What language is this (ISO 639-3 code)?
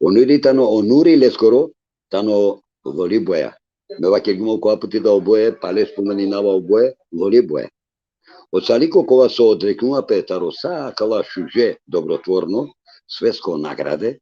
rmn